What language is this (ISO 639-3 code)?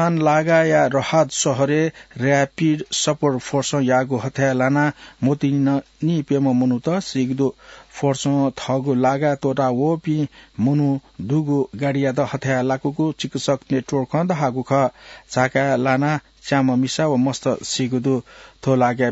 new